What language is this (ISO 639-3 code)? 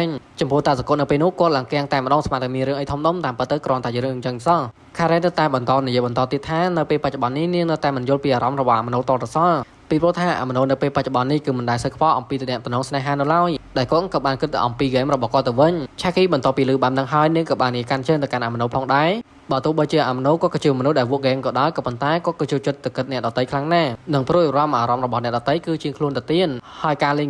khm